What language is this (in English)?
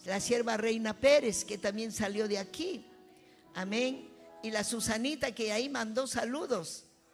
Ayacucho Quechua